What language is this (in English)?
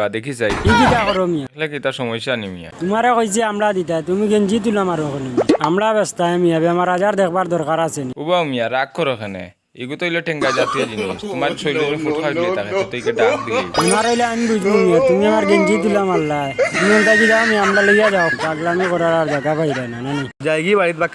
Sylheti